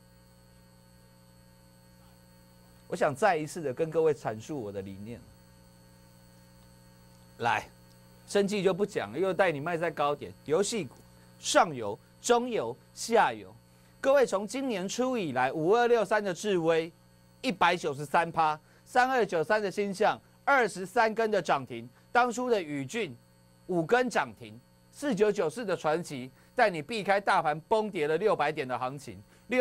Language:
Chinese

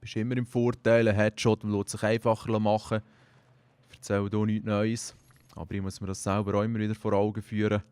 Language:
Swiss German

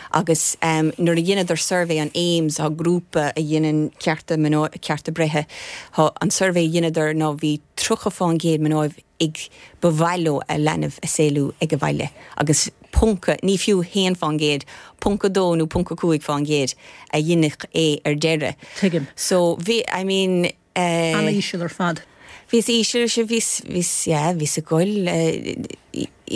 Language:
Irish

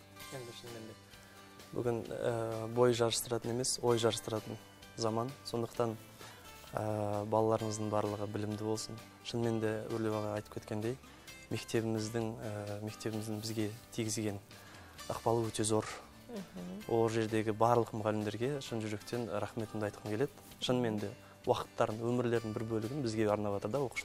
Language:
Kazakh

